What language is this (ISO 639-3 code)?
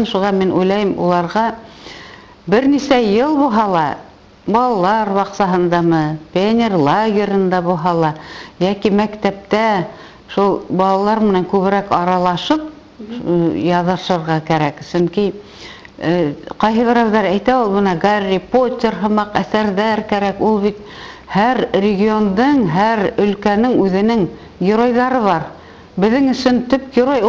bak